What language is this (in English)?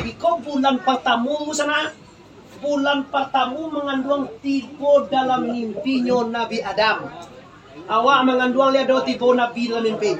Minangkabau